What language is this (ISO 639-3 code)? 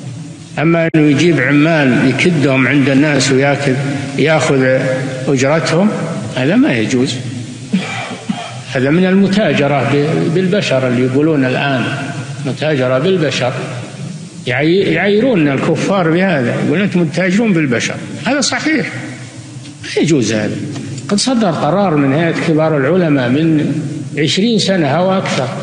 ara